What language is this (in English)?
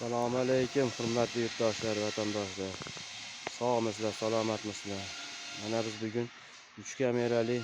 Uzbek